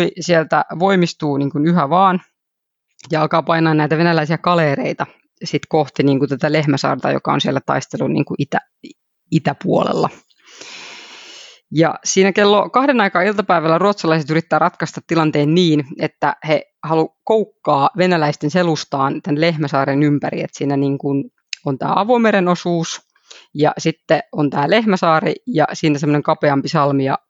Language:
Finnish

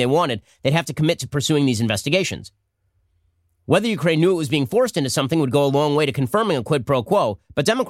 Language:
English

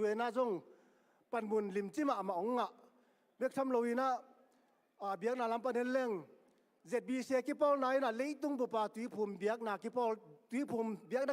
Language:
Tedim Chin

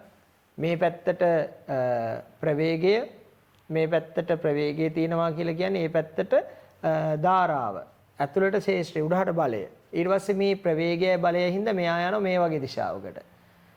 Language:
Sinhala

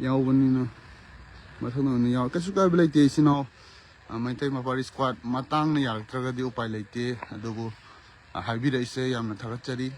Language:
Manipuri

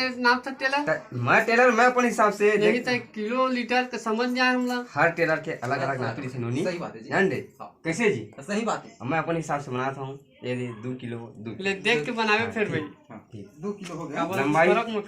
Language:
Chhattisgarhi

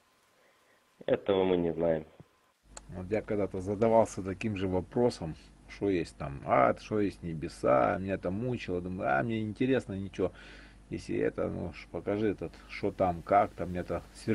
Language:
Russian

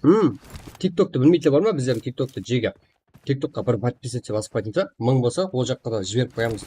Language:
Kara-Kalpak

